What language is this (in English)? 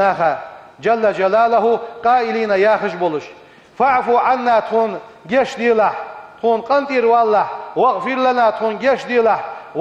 Ingush